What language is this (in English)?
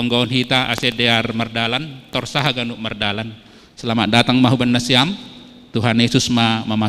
Batak Simalungun